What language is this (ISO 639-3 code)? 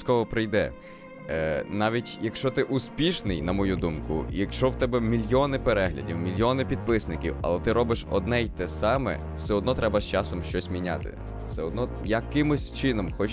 ukr